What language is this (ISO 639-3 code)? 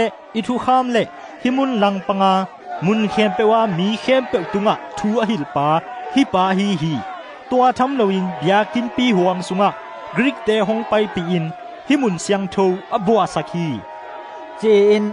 ctd